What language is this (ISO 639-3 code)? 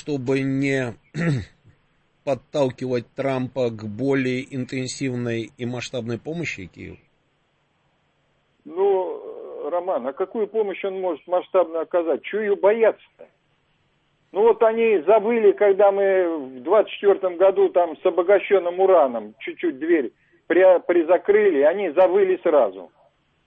rus